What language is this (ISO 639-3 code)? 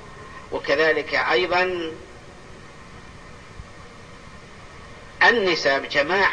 ara